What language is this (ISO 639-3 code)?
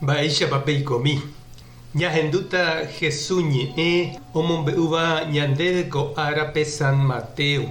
grn